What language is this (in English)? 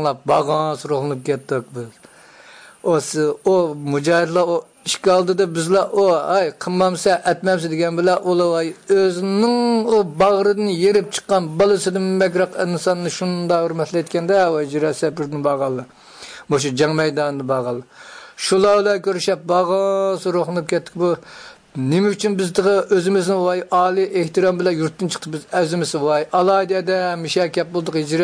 Uyghur